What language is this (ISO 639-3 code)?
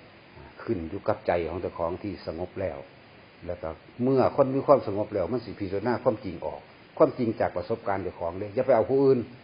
tts